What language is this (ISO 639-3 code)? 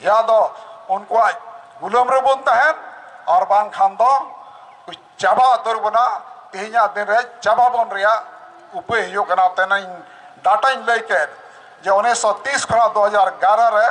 sat